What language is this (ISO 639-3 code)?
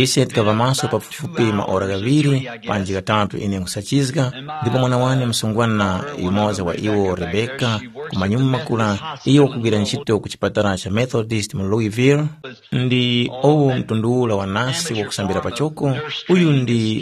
tum